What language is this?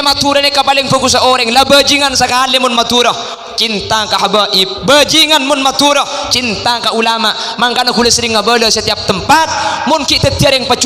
Madurese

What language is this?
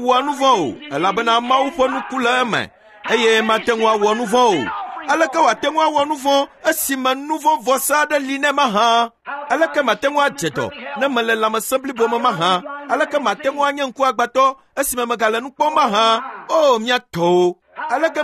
Ewe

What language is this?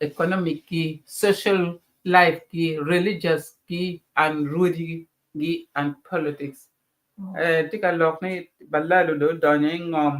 Acoli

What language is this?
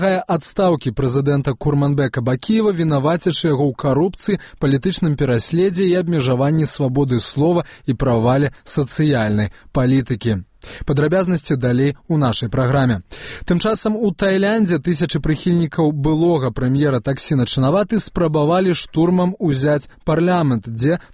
Belarusian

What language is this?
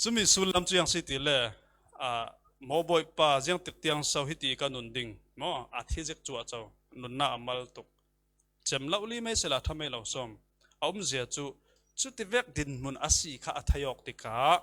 Falam Chin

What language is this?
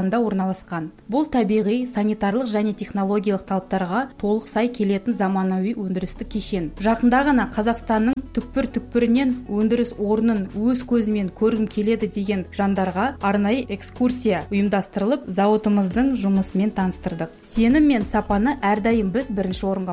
Kazakh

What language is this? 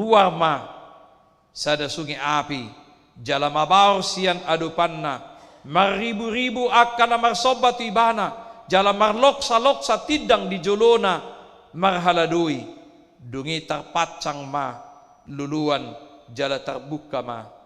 Batak Toba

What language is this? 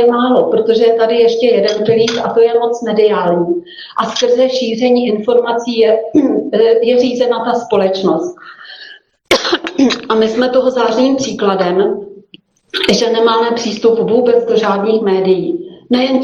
Czech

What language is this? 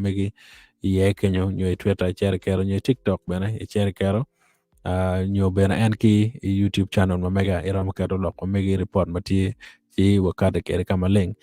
Acoli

